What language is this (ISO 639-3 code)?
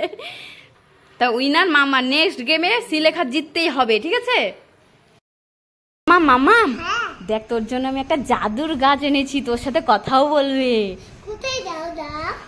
ben